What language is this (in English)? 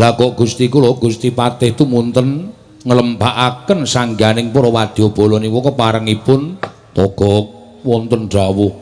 Javanese